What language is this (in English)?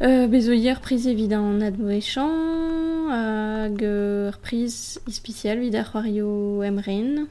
Breton